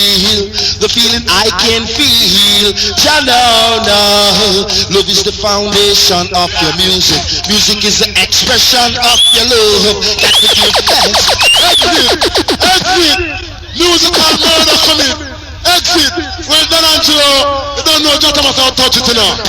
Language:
Jamaican Creole English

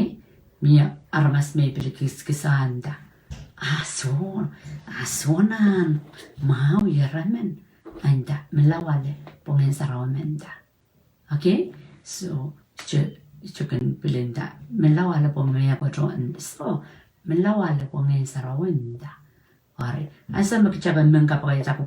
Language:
Pohnpeian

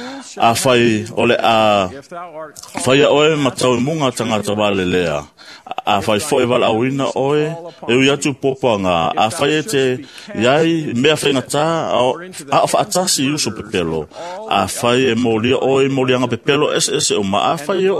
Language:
Samoan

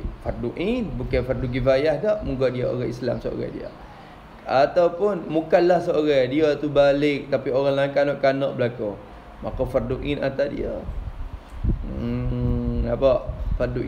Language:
Malay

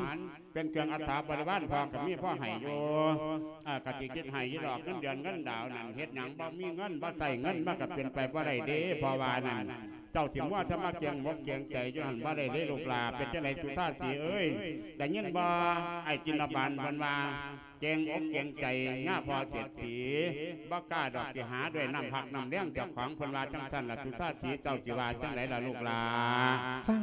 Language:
Lao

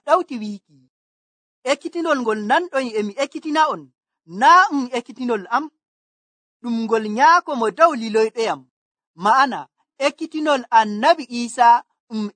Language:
Nigerian Fulfulde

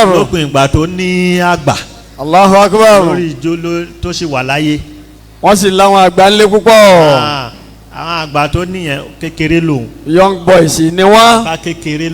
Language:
Yoruba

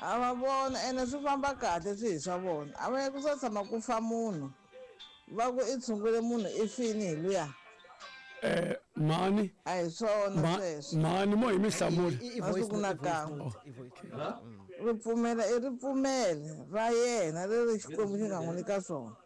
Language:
Tsonga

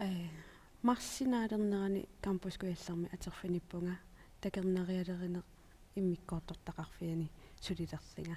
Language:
Kalaallisut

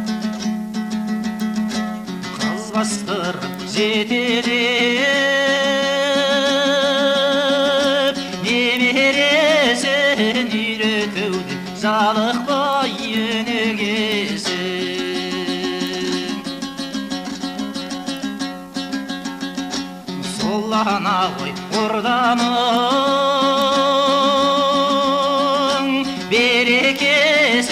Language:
Kazakh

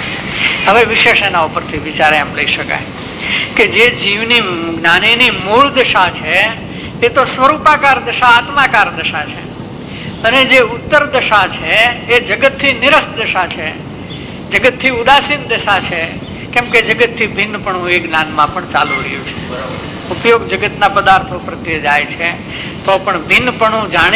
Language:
Gujarati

